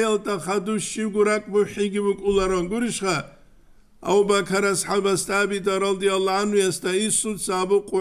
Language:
Avaric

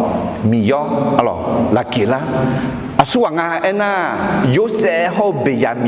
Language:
Akha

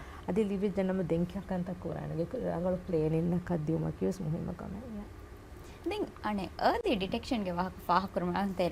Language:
Divehi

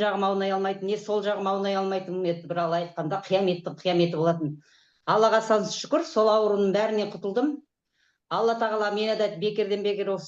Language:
Kazakh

